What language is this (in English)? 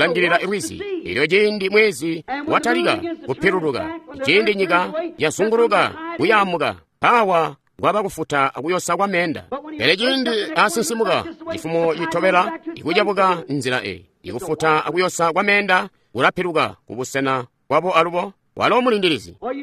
Tonga (Zambia)